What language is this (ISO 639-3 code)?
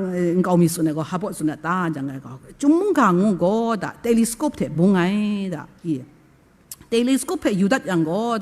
kac